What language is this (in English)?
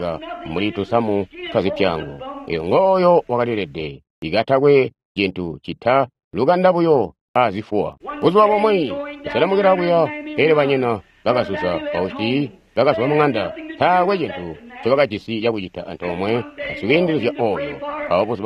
Tonga (Zambia)